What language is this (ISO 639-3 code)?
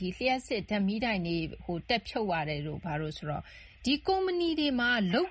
mya